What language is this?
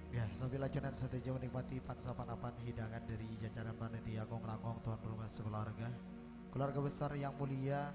Madurese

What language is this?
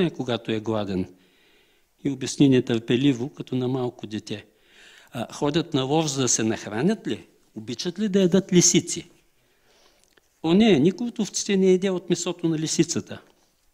Bulgarian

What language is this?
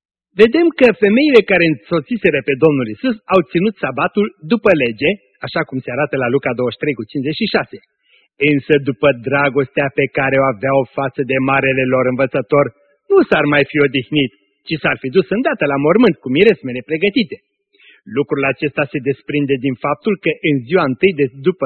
Romanian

